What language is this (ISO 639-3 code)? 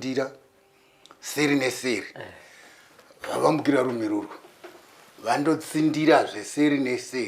sna